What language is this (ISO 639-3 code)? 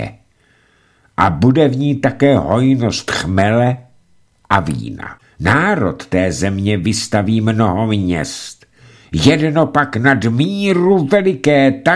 ces